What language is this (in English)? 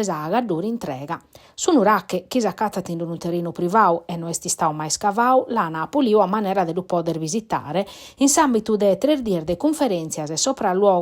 Sardinian